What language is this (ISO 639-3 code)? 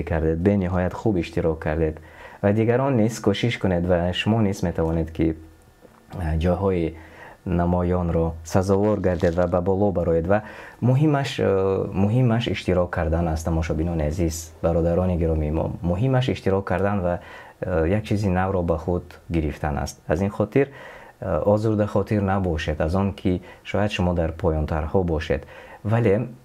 tgk